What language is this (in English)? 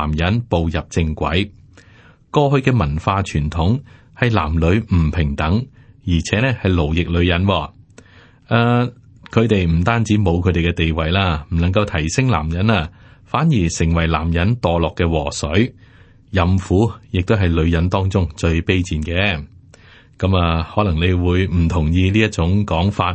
Cantonese